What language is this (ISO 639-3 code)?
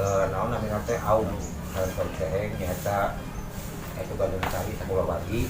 sun